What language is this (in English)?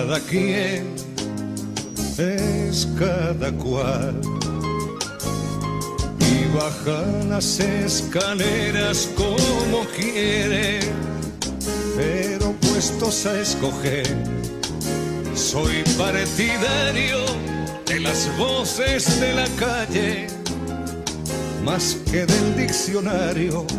Spanish